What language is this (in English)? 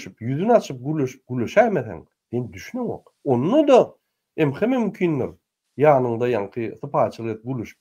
Turkmen